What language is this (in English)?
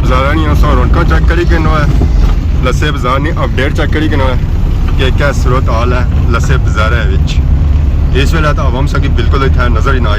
Pahari-Potwari